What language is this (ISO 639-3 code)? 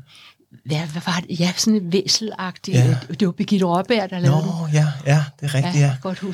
dan